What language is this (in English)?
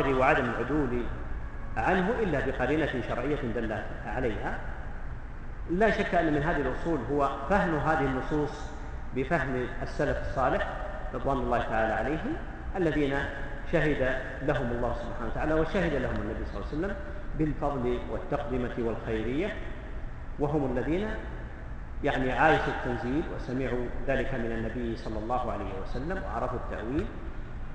Arabic